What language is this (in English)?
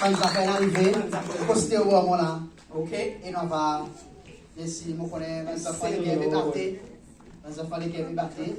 Seselwa Creole French